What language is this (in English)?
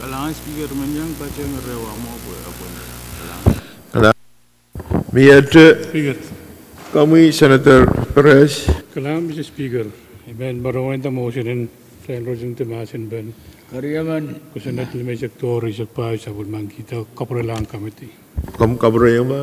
Pohnpeian